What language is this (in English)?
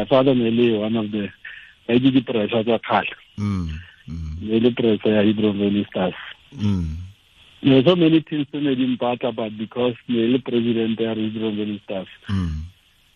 Tswana